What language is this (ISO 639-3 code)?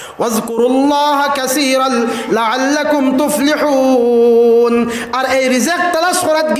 syl